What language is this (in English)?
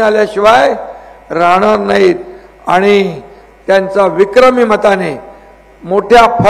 Marathi